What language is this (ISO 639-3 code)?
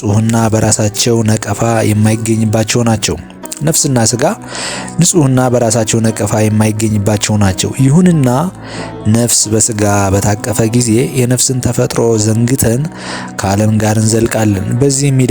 amh